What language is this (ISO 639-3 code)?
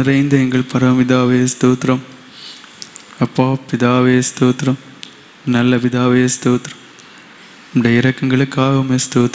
tam